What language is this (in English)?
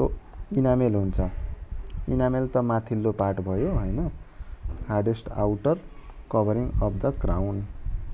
Nepali